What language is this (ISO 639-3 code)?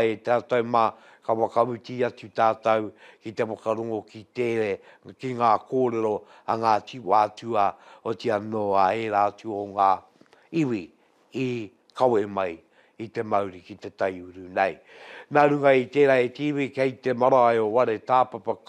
mri